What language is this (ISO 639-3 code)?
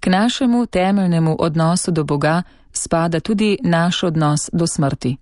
slv